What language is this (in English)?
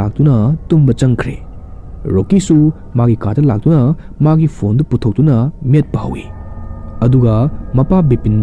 Manipuri